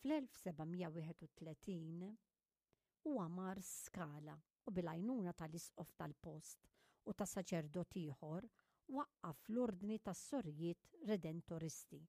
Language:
Maltese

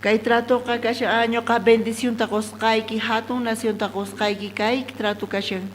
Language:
South Bolivian Quechua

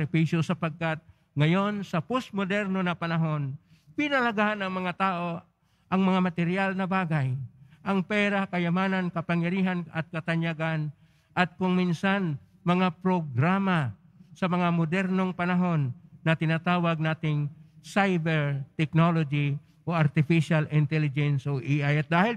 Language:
Filipino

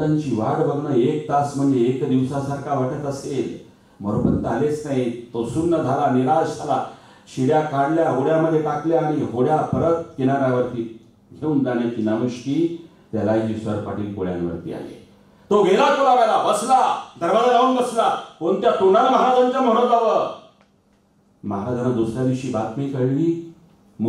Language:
Marathi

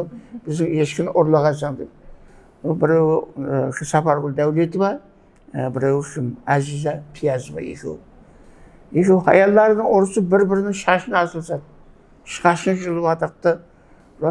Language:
Kara-Kalpak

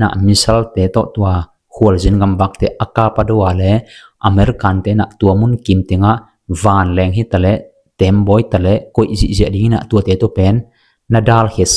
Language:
Tedim Chin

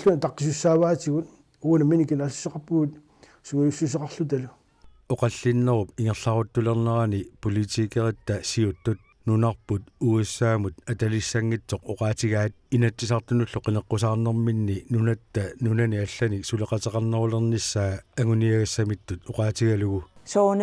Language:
Kalaallisut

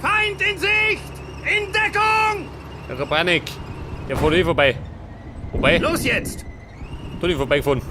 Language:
Bavarian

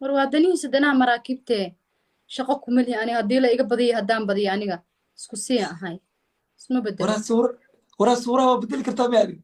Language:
Somali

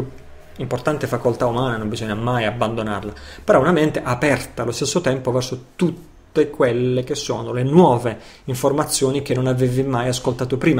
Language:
Italian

